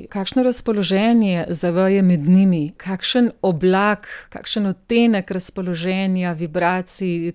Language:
Slovenian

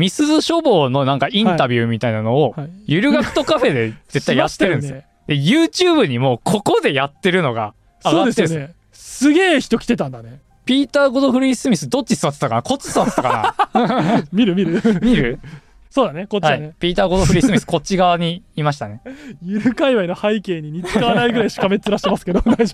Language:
Japanese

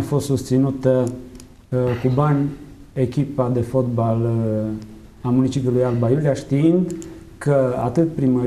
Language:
Romanian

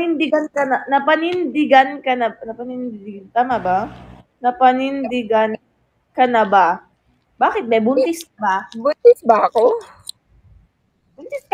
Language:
Filipino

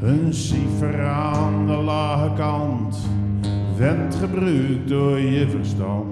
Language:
Zeelandic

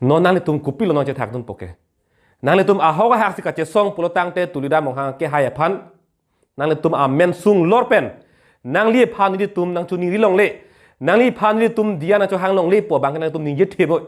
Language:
Karbi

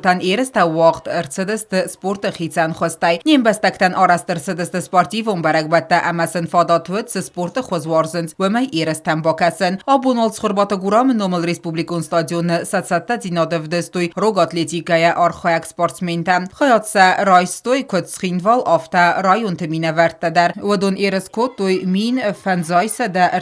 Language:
Ossetic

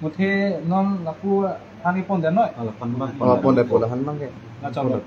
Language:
Karbi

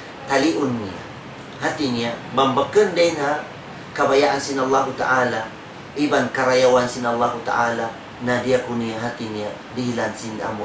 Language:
Tausug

